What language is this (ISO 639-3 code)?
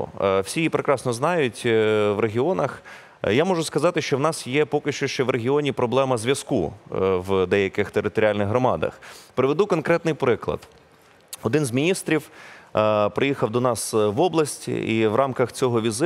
ukr